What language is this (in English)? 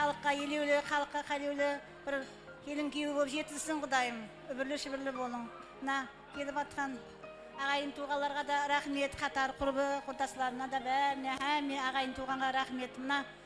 Kara-Kalpak